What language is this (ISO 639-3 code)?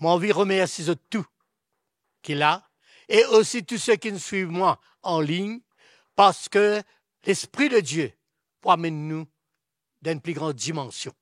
mfe